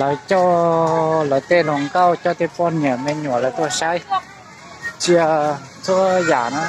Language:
Hmong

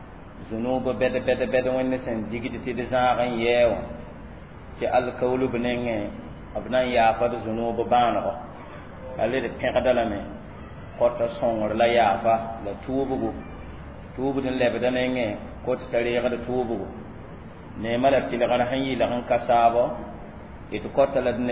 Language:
Mossi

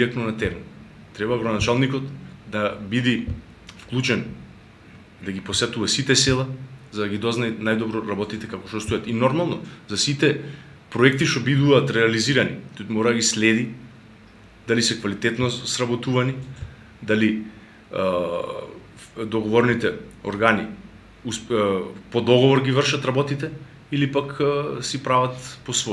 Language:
Macedonian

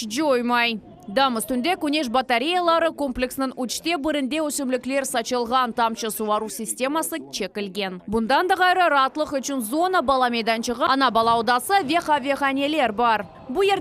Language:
Crimean Tatar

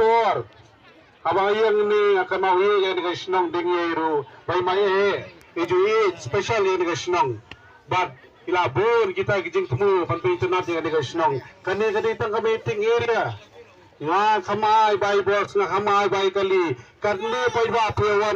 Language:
Khasi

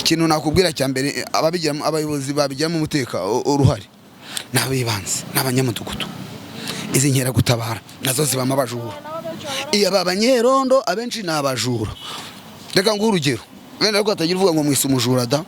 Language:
Kinyarwanda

